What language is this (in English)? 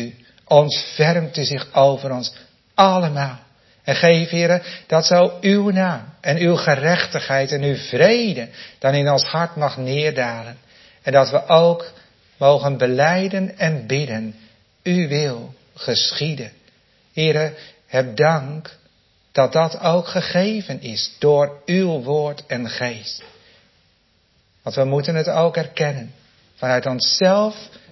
Dutch